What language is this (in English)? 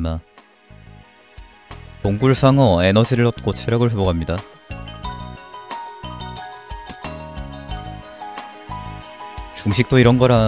Korean